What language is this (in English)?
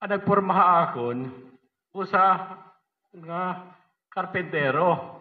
Waray